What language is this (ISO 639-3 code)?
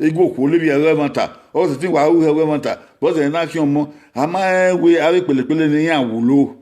bin